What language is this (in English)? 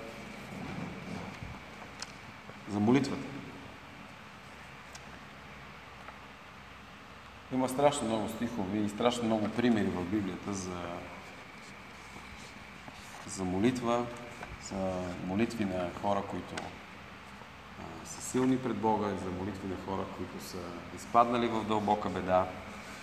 Bulgarian